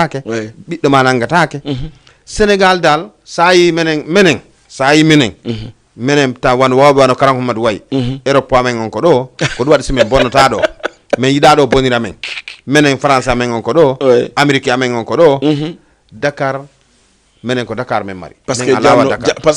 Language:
Fula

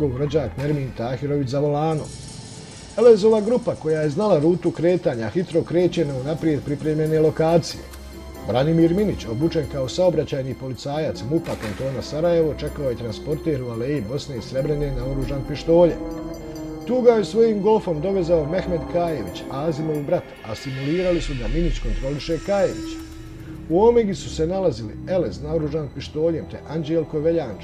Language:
Bosnian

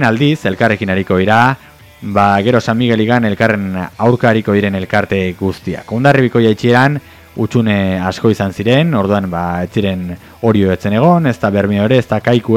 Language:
Basque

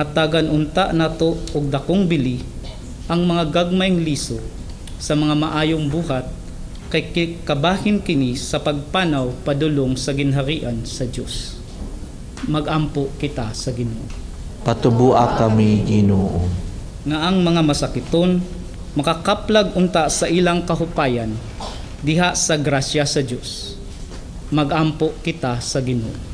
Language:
Cebuano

